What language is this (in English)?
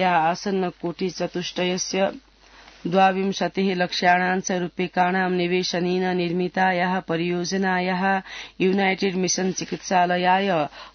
Sanskrit